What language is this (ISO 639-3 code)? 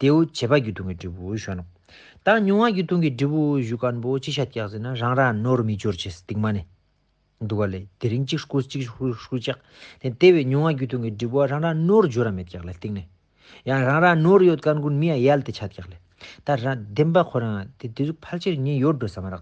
lbj